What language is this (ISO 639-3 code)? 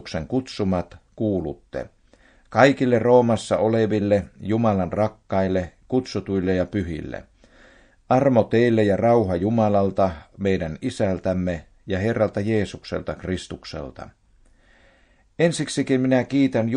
fin